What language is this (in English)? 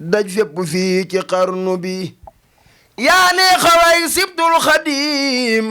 Wolof